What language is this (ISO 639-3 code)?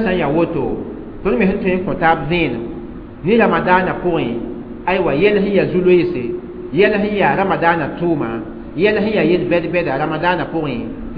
mos